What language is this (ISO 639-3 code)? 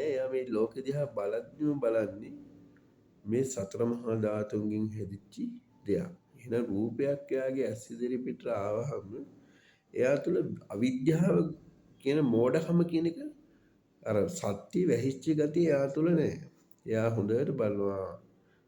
sin